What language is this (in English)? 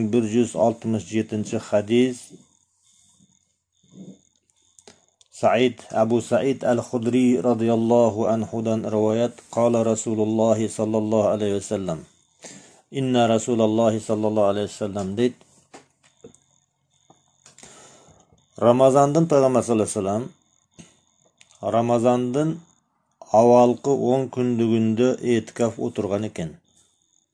Kyrgyz